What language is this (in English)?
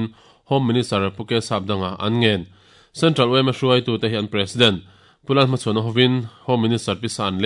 Mizo